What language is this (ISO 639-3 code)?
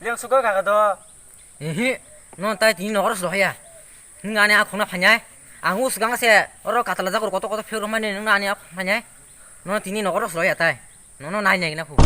trp